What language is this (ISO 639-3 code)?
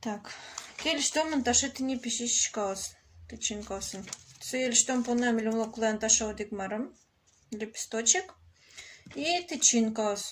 udm